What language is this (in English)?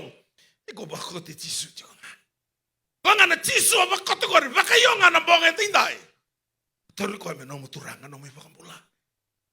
Fijian